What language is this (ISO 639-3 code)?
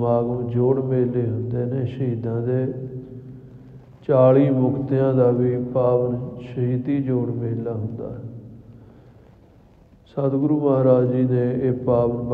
pan